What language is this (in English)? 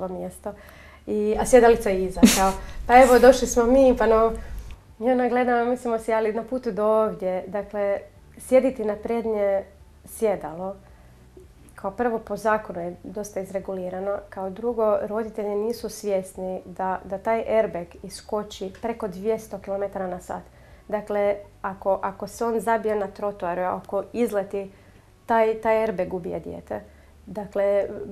Croatian